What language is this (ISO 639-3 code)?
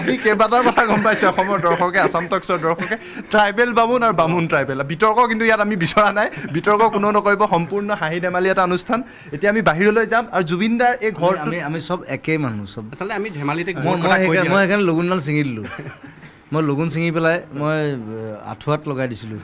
asm